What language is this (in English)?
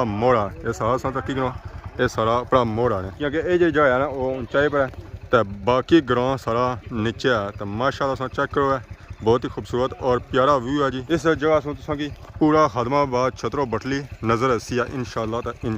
Pahari-Potwari